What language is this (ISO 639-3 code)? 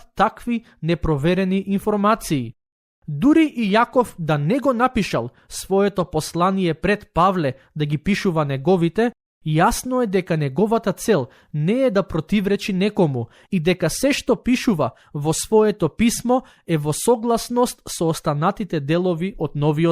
mkd